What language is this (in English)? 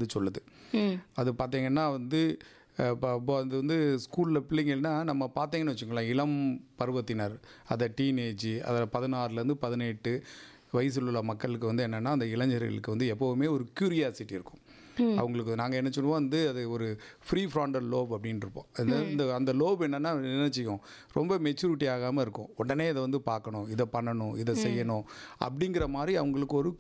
Tamil